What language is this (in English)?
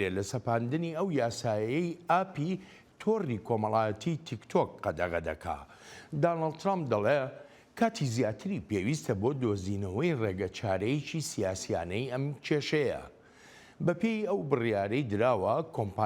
Central Kurdish